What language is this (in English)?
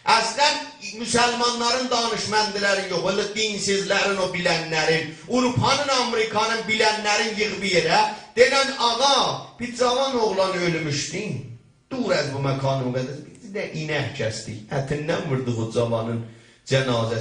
South Azerbaijani